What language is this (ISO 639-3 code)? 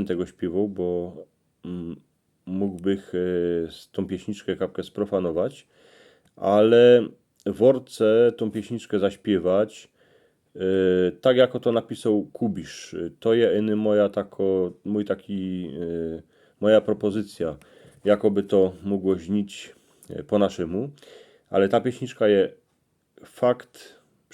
szl